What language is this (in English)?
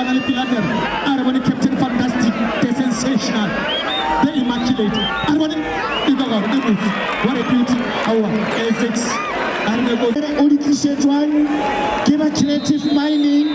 Northern Sotho